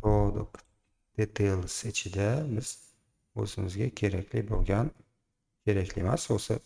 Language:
Uzbek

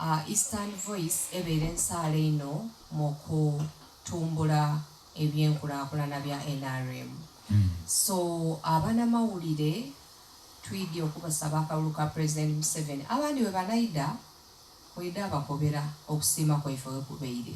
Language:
Soga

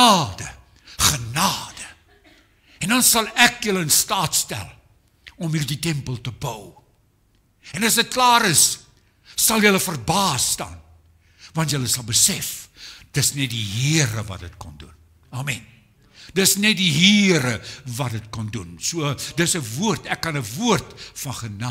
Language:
Afrikaans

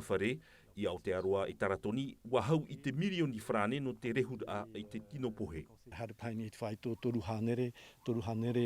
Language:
Tahitian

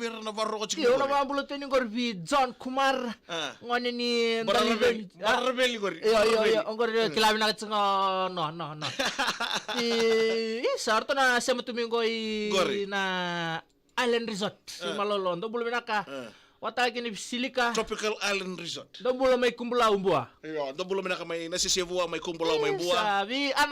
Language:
Fijian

